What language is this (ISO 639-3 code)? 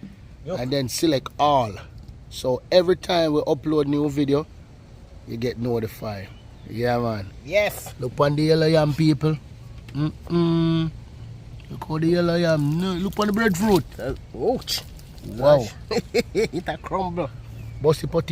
jam